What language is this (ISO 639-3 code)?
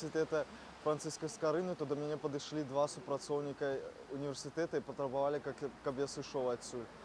bel